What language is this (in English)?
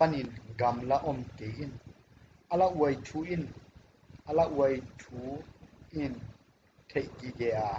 Tedim Chin